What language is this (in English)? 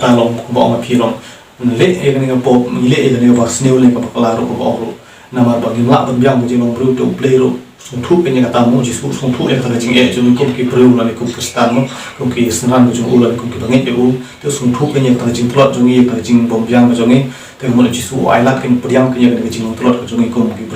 Khasi